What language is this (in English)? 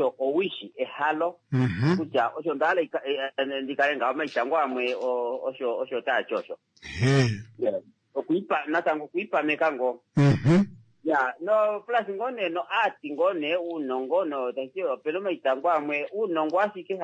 Kuanyama